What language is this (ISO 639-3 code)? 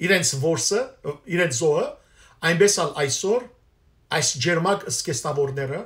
hyw